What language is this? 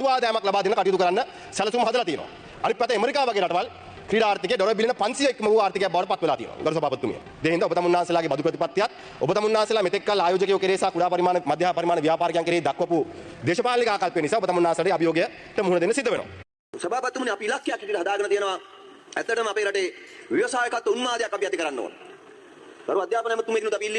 Sinhala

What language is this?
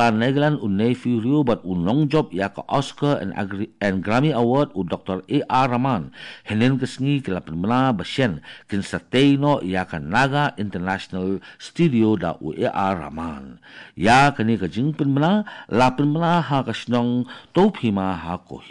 Khasi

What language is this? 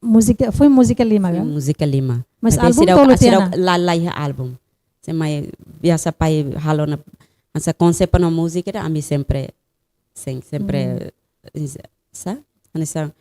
Tetum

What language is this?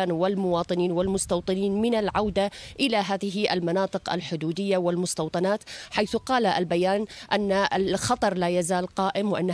Arabic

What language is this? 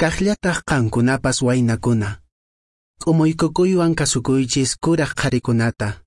Quechua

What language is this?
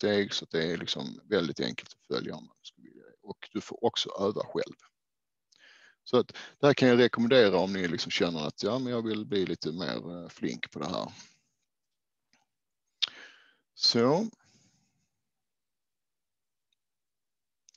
Swedish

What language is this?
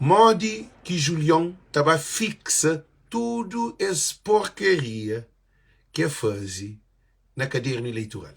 Kabuverdianu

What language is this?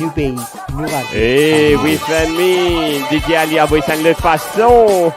Morisyen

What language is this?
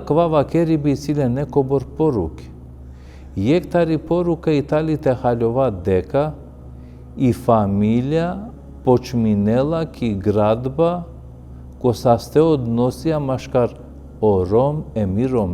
Balkan Romani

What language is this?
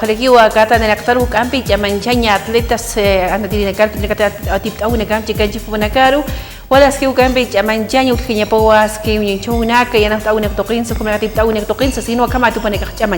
Aymara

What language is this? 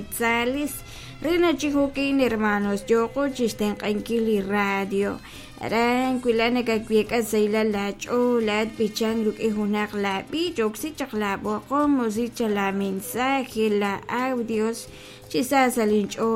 Kekchí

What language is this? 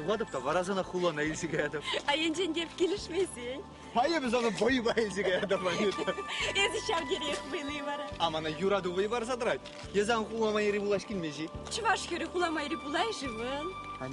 Chuvash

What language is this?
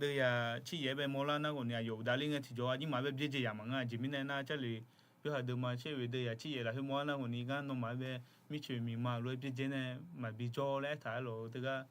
Akha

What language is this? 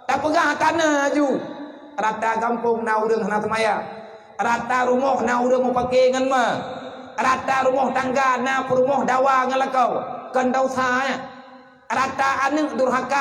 Achinese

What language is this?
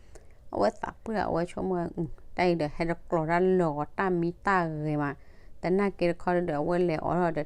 S'gaw Karen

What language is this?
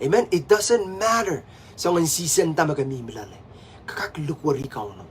Pohnpeian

